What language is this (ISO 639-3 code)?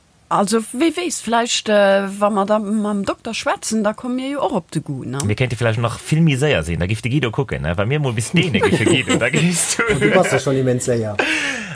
ltz